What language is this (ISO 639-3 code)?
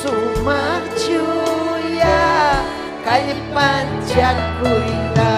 quy